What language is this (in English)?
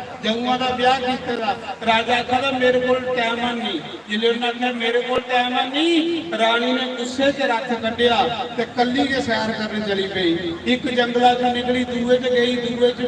Dogri